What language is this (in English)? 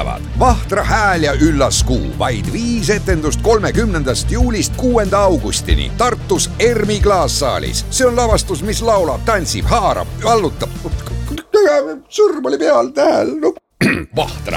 Estonian